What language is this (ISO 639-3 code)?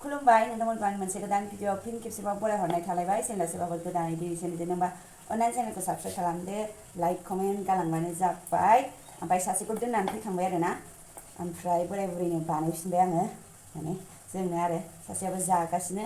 brx